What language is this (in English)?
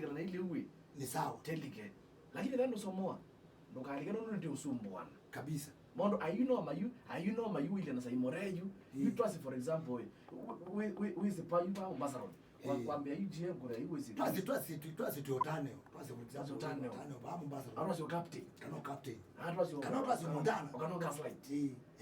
Kamba